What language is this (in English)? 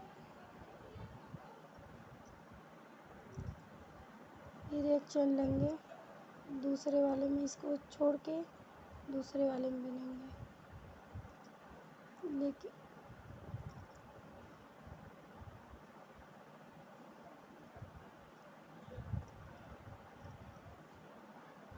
Hindi